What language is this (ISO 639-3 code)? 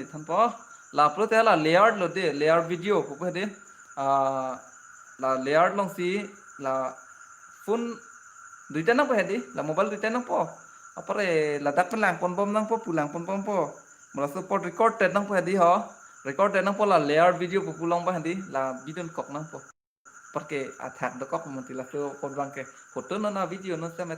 mjw